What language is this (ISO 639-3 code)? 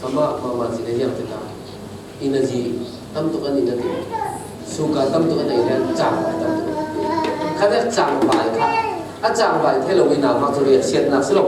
cfm